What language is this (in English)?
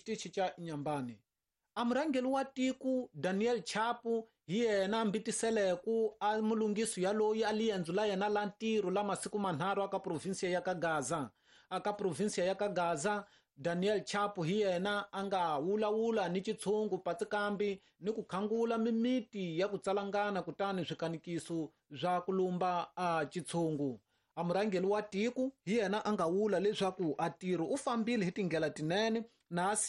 Tsonga